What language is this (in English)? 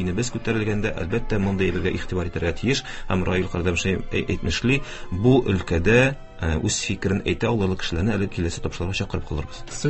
Tatar